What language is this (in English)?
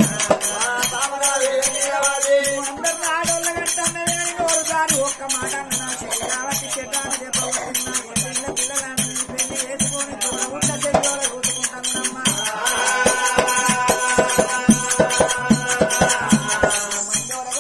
Telugu